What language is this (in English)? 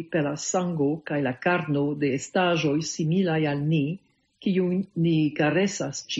Esperanto